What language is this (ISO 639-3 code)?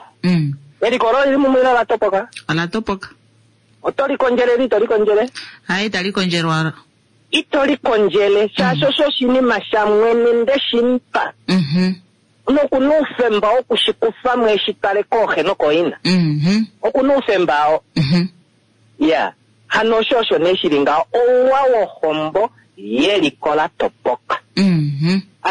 kua